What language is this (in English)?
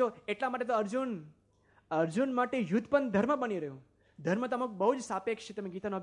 Gujarati